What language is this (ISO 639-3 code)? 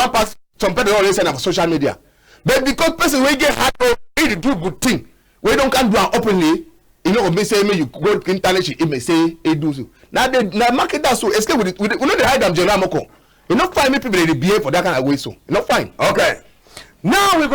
wes